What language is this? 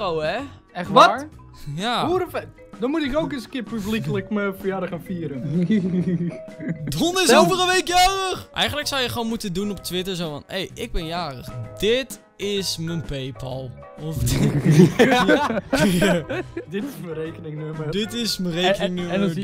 Dutch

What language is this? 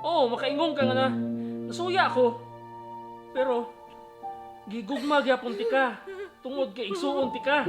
Cebuano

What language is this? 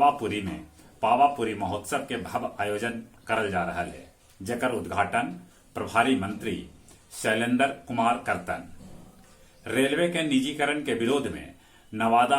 Magahi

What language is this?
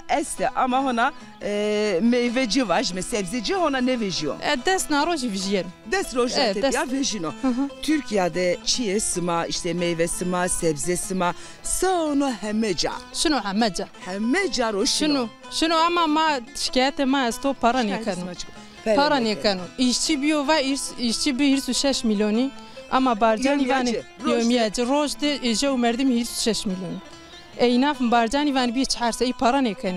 Zaza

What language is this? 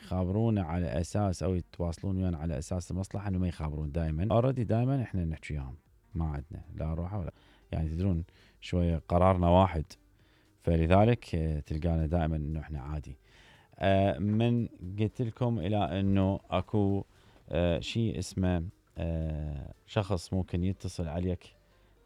Mesopotamian Arabic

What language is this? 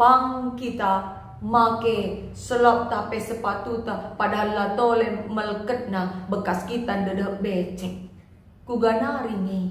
Batak Karo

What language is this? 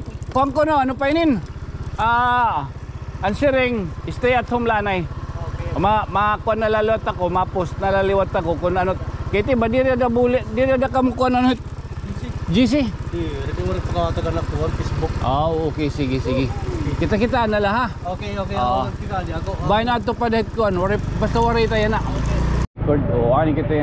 Waray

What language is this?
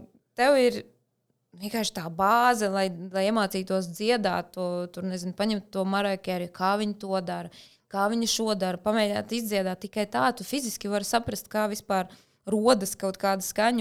Latvian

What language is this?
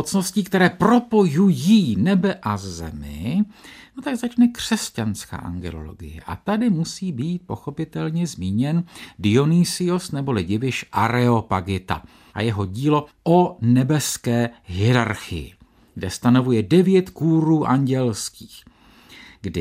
Czech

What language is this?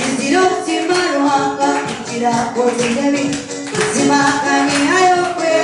Nyankole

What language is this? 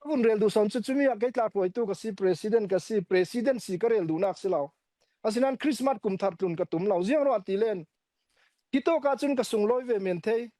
Falam Chin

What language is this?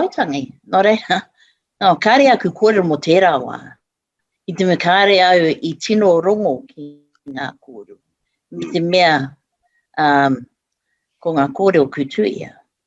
Māori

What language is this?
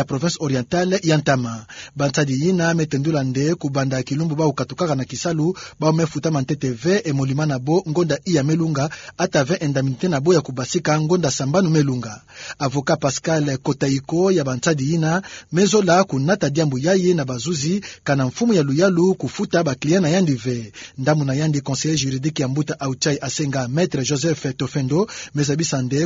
Kituba (Democratic Republic of Congo)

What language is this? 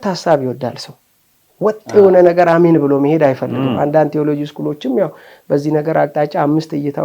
Amharic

